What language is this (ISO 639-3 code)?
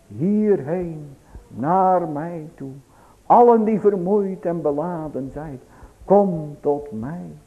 nld